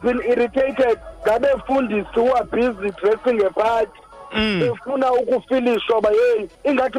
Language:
Xhosa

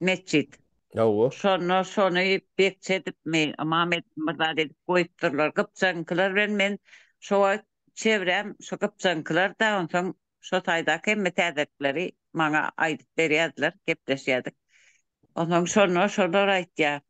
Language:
Turkmen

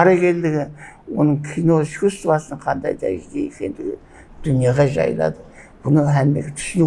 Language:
Kara-Kalpak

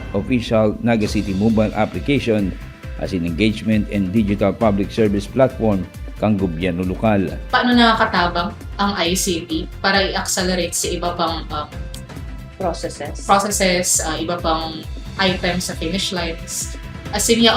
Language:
Bikol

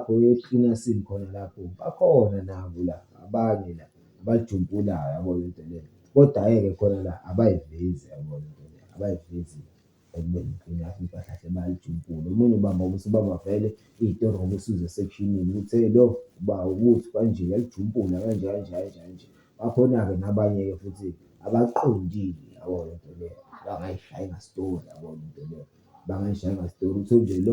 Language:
Zulu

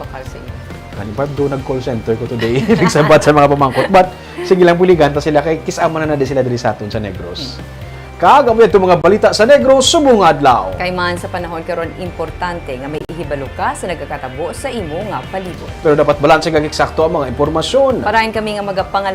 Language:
Hiligaynon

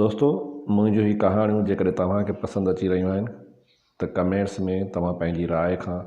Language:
Sindhi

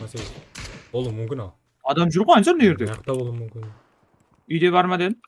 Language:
Kara-Kalpak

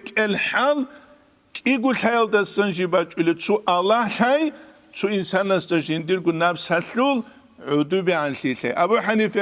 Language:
Avaric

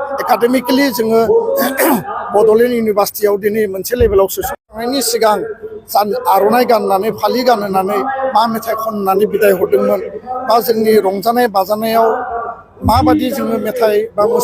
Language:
Bodo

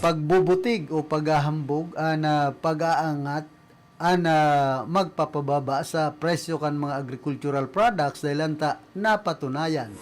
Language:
Bikol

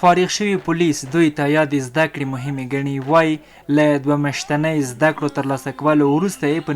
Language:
Pashto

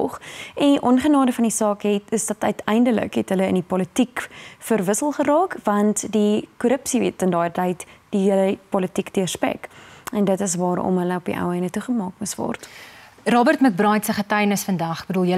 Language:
Afrikaans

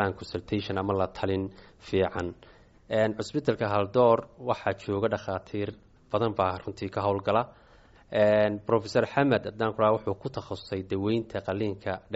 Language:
Somali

